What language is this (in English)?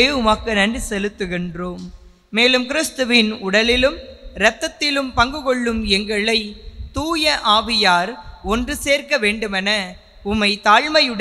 Tamil